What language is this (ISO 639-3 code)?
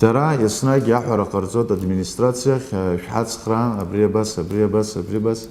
abk